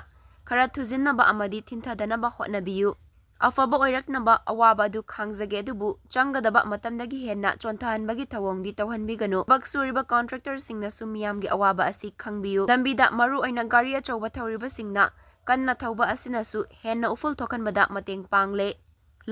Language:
Manipuri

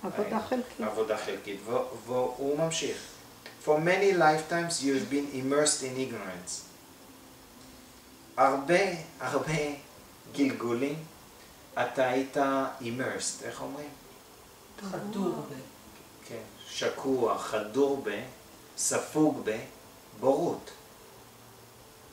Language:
Hebrew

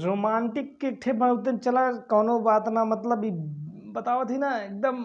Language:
Bhojpuri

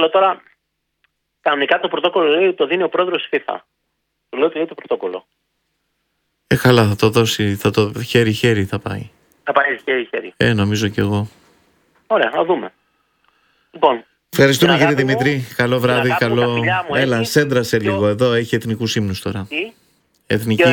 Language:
Greek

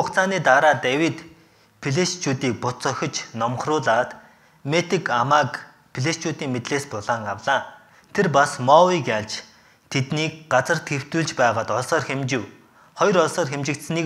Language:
Mongolian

